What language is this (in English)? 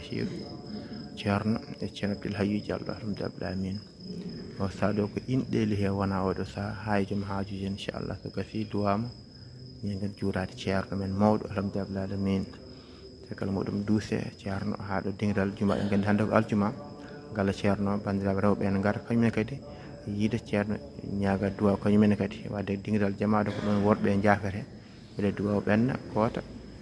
Fula